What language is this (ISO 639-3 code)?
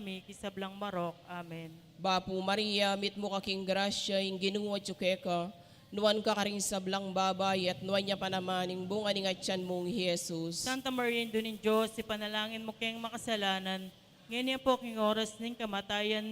pam